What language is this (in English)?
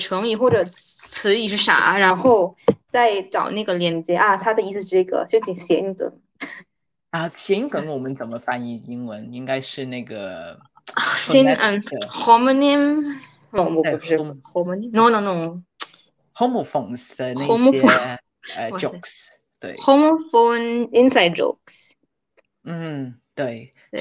Chinese